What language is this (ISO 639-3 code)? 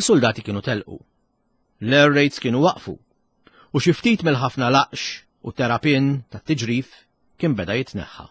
mlt